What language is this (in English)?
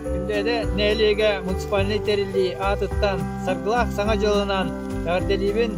Yakut